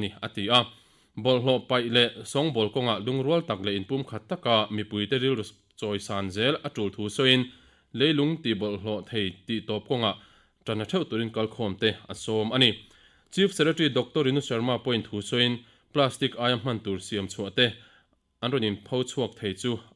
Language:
Mizo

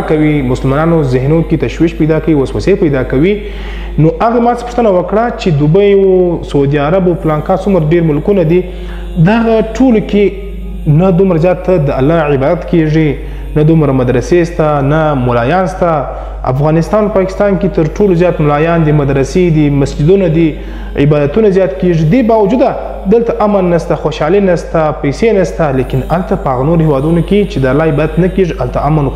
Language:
Pashto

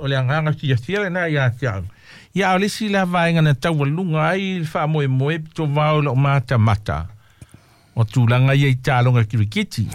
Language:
Samoan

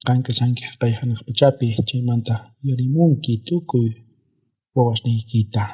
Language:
South Bolivian Quechua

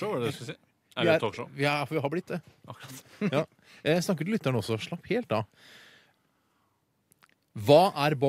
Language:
Norwegian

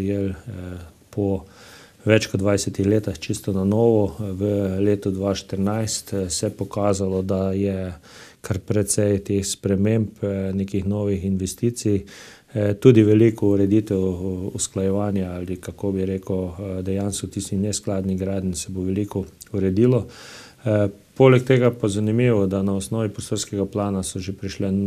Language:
Slovenian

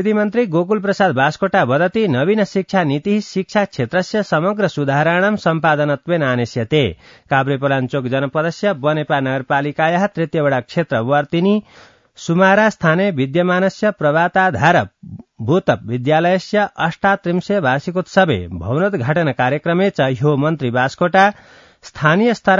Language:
Sanskrit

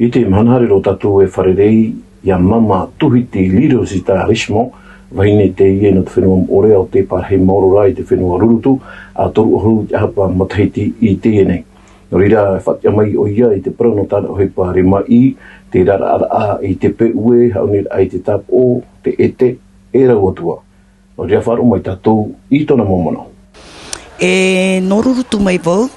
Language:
Tahitian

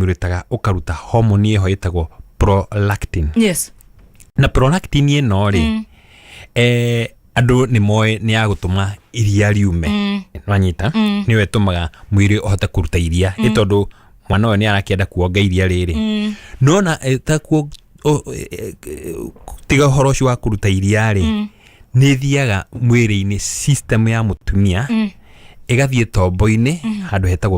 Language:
Kikuyu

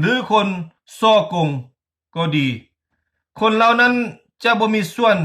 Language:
Lao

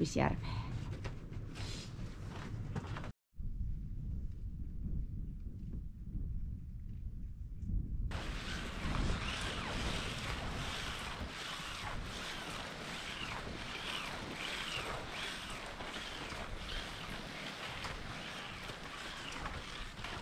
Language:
Finnish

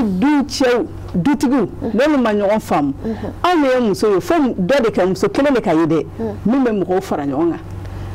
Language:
Bambara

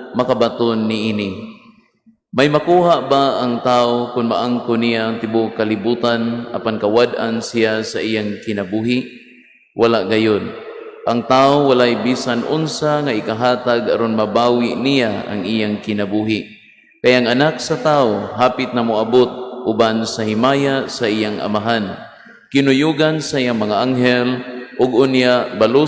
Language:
Cebuano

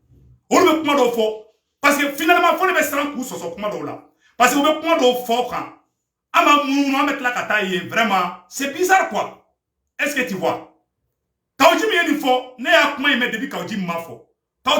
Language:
Bambara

